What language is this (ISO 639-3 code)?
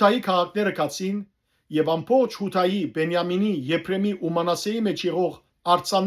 hyw